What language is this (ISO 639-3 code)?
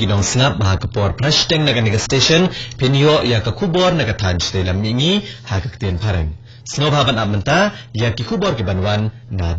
kha